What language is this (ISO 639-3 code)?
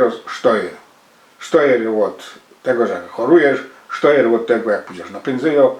szl